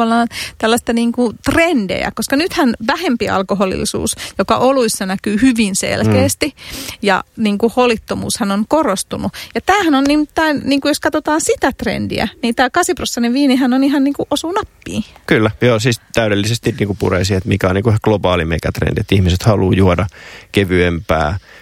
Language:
Finnish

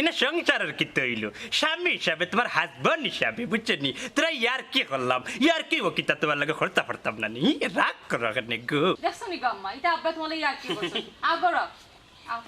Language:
Sylheti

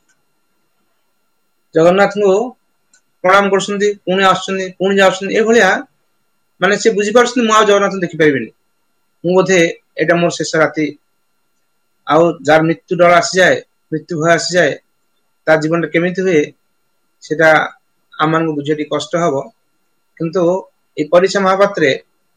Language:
Odia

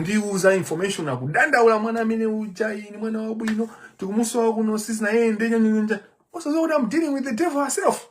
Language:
Nyanja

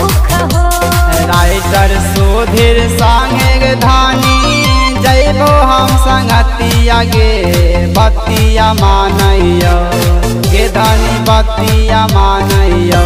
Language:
Bhojpuri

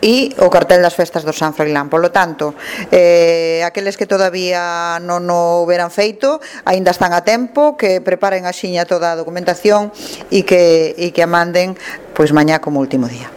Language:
Galician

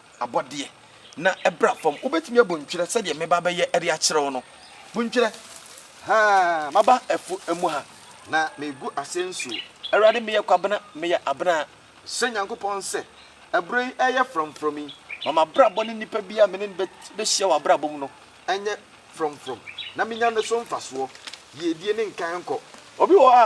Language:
Akan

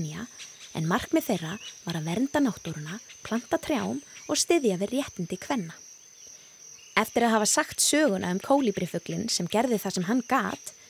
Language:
Icelandic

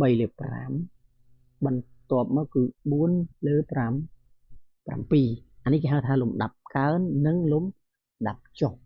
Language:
Khmer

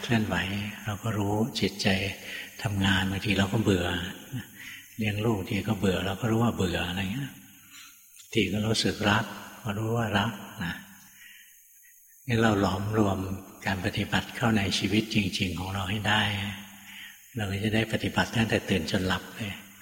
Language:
Thai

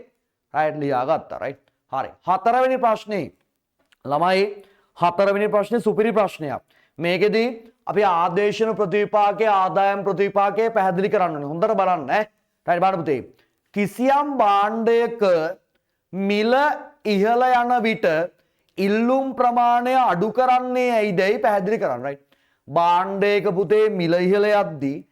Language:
Sinhala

